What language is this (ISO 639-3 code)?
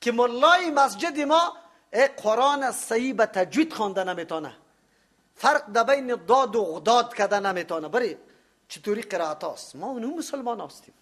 fas